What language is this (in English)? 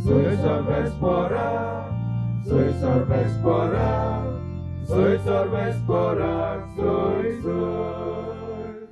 Konkani